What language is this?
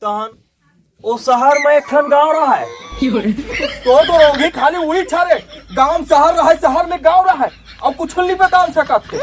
Chhattisgarhi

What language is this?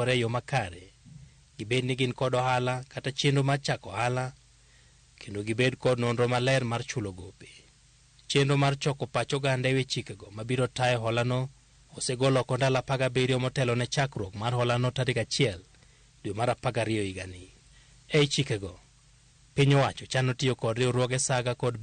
Luo (Kenya and Tanzania)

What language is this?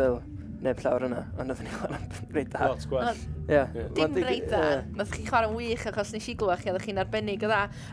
Welsh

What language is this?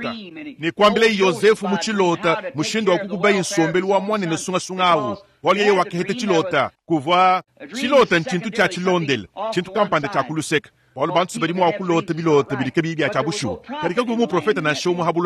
Luba-Lulua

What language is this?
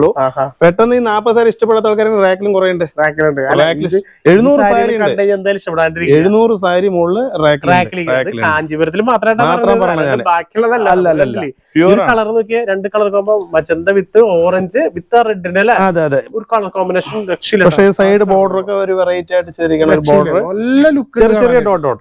Malayalam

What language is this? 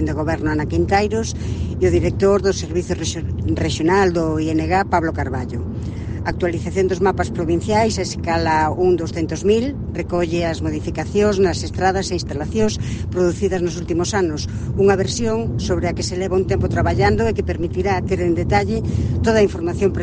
Galician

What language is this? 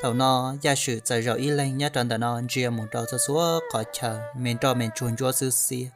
Hmong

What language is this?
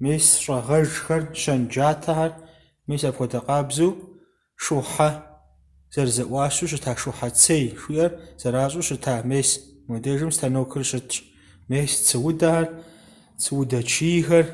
Kabardian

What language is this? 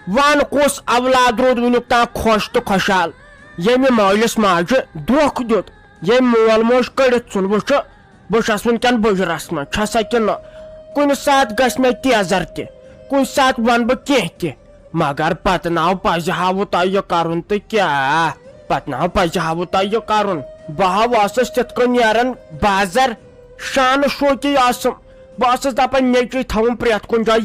Kashmiri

